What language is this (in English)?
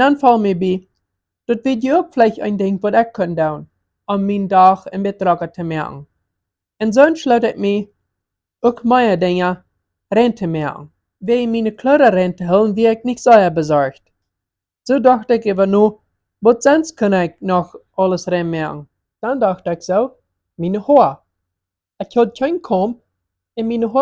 Plautdietsch